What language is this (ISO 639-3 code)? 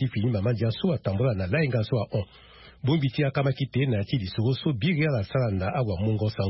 sag